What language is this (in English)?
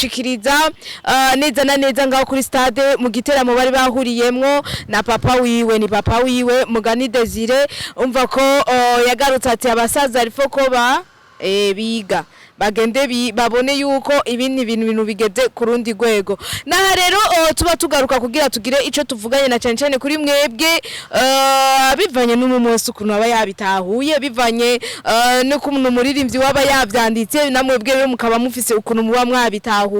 Rundi